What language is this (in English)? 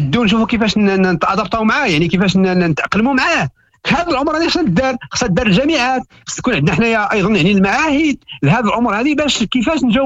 Moroccan Arabic